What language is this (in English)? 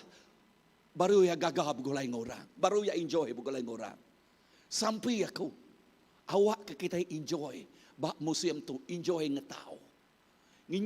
Iban